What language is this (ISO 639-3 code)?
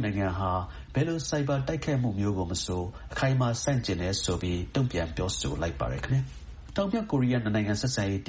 mya